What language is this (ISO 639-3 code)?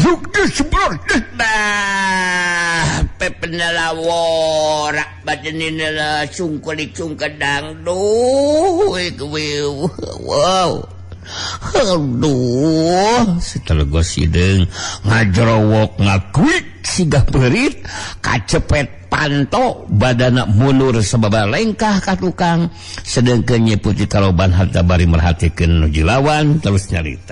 sun